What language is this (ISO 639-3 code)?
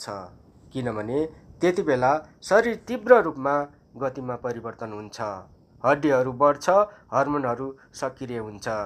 nep